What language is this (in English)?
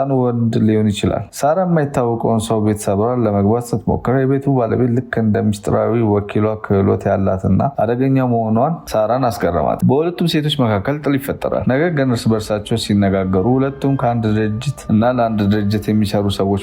Amharic